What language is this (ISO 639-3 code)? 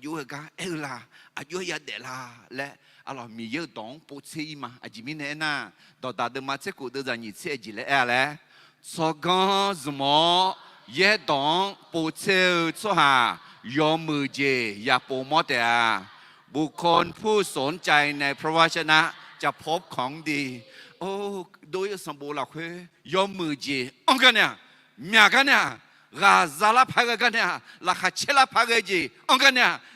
ahk